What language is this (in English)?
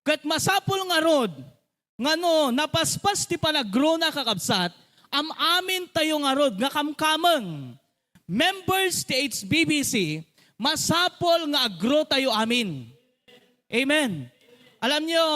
Iloko